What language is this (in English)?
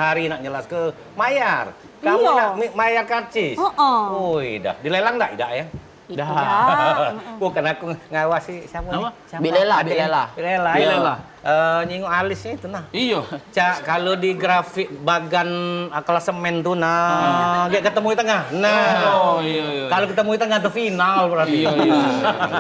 Musi